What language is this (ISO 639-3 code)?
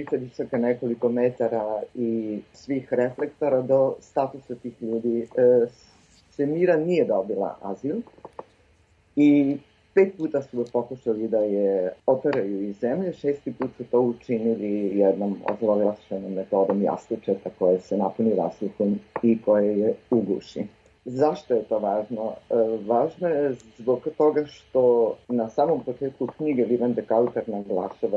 srp